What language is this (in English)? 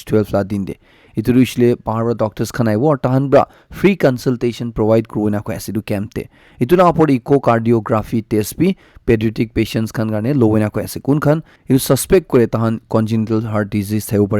Naga Pidgin